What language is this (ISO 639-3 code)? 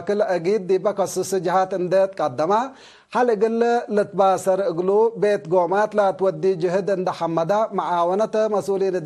tig